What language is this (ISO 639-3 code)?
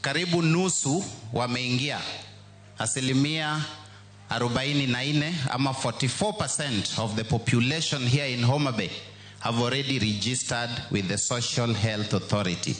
luo